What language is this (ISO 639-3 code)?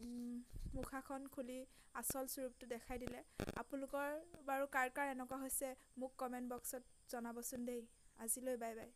asm